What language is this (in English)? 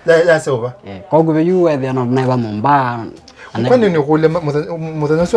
Kamba